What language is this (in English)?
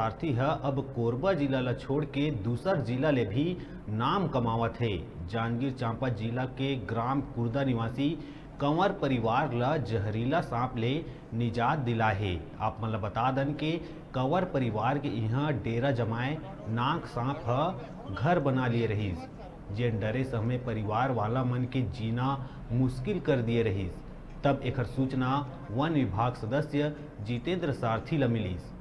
Chhattisgarhi